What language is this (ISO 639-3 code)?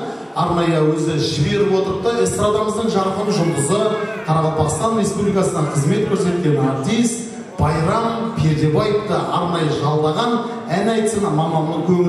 kaa